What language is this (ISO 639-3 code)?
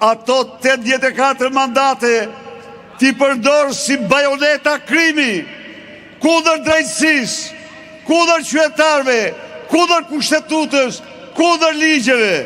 sqi